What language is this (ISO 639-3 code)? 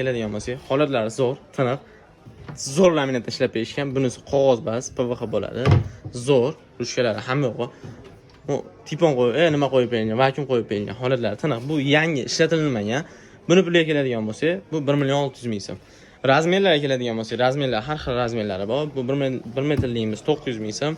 uzb